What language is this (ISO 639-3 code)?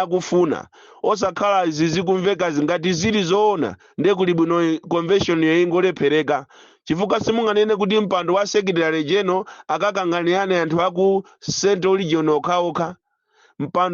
nya